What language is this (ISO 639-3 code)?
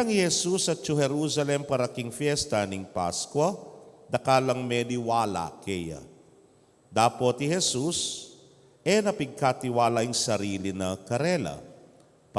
pam